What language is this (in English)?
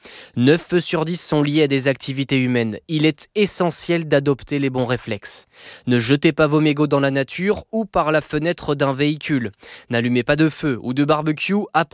French